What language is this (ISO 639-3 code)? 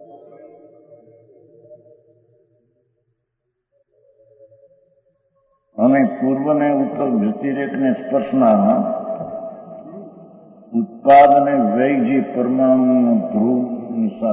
guj